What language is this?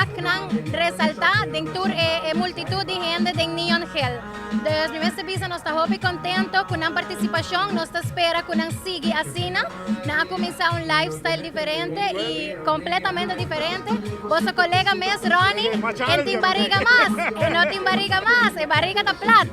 Papiamento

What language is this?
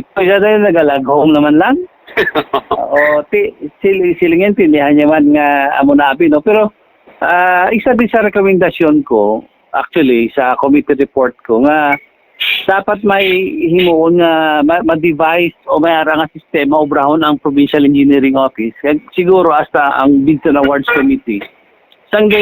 Hiligaynon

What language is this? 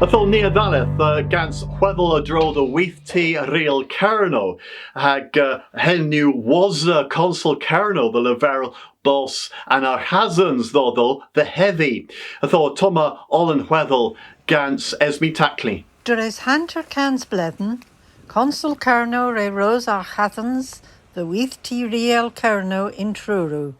Cornish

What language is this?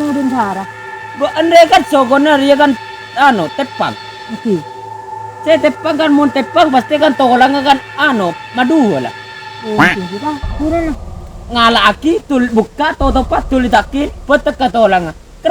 Madurese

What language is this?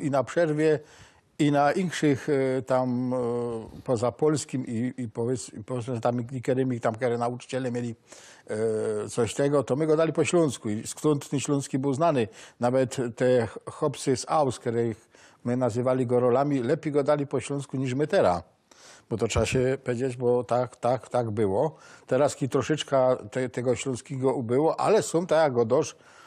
Silesian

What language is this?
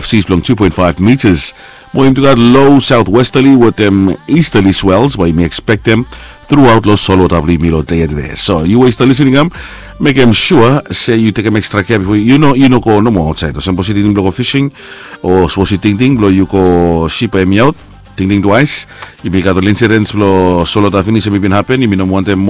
Bislama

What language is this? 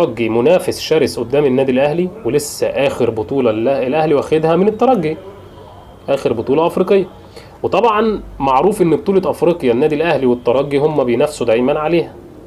Egyptian Arabic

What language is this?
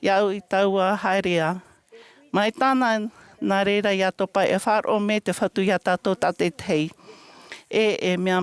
Tahitian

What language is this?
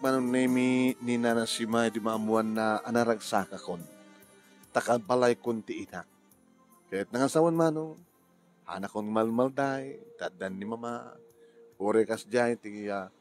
Iloko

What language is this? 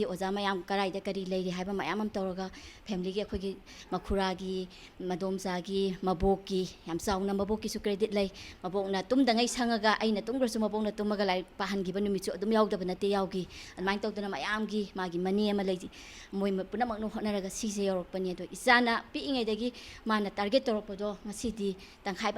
Manipuri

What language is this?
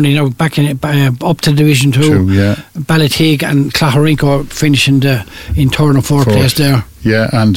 English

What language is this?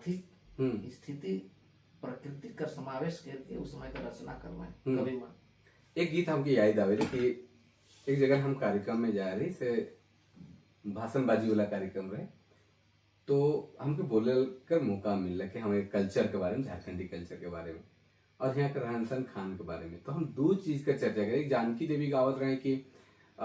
Sadri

